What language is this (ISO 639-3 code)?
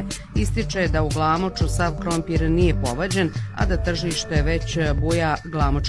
bos